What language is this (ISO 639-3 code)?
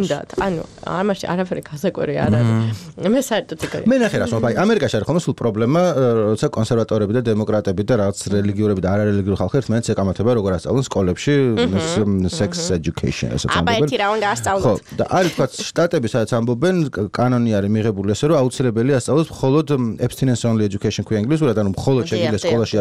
kat